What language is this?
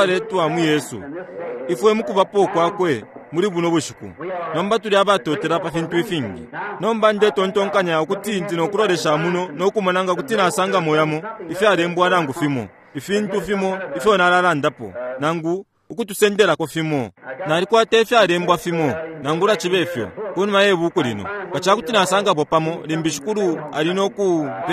Bemba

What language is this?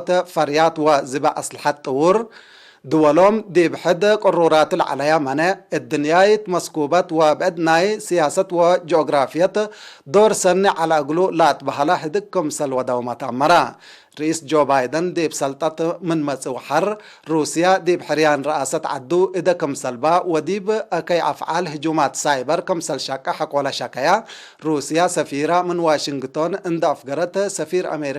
Tigre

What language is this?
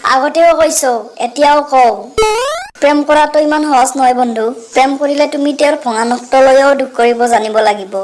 Assamese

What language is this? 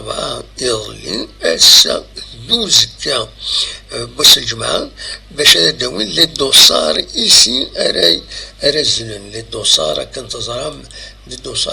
Kabyle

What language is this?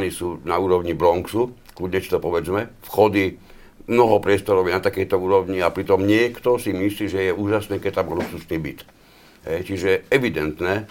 Slovak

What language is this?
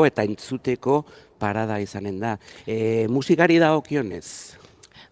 Basque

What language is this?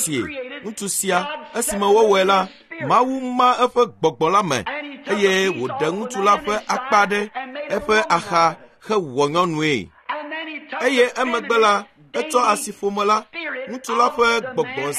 Ewe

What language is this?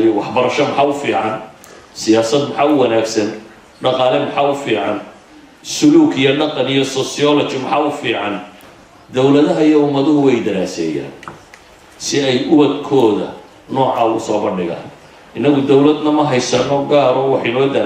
Somali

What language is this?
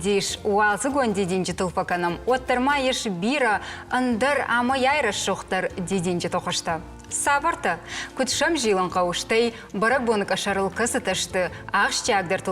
Ossetic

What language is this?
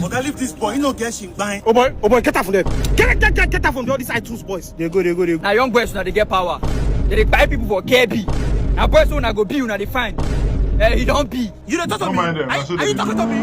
Nigerian Pidgin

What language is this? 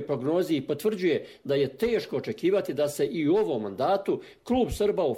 Croatian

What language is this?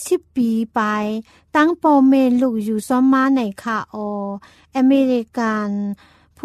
Thai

